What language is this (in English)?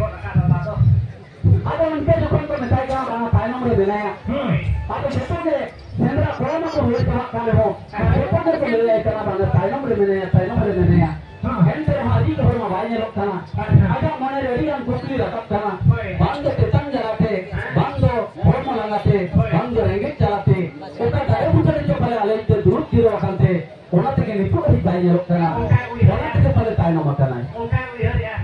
Santali